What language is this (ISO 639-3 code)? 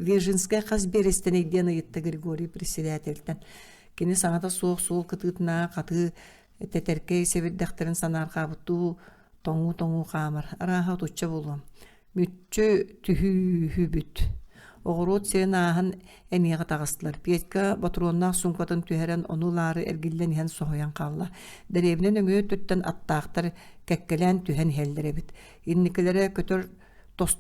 sah